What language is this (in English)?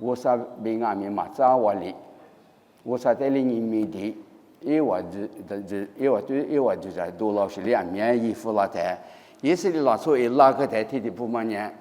Lisu